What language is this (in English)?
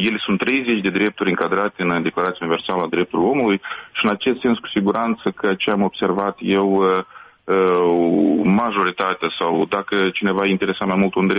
Romanian